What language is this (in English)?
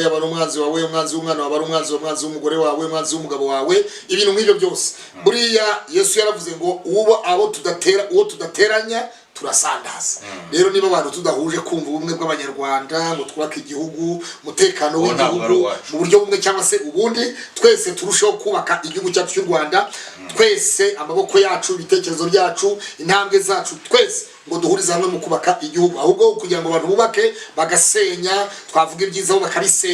Kinyarwanda